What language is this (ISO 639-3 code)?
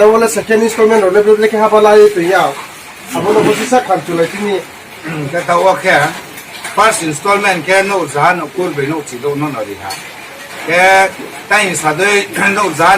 ria